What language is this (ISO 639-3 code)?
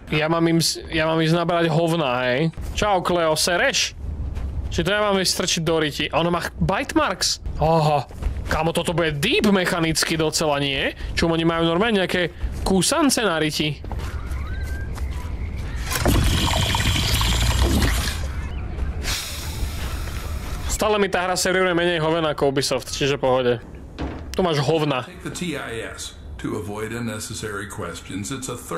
slk